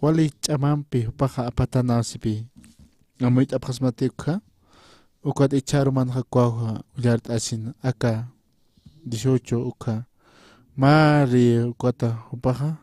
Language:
Aymara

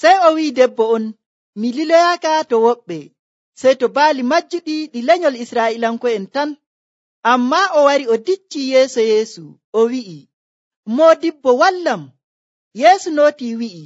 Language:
Nigerian Fulfulde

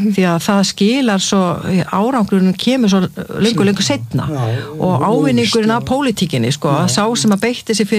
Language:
Icelandic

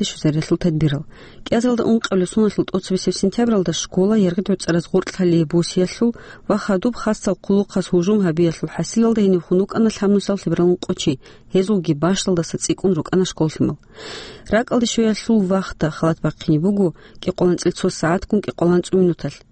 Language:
Avaric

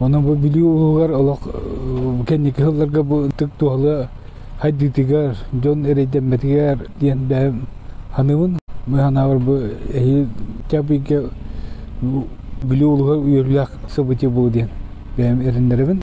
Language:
Yakut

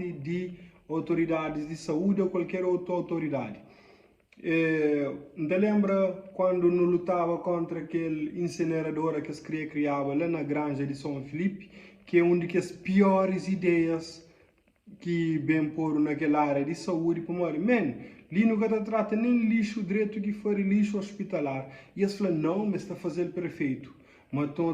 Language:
Kabuverdianu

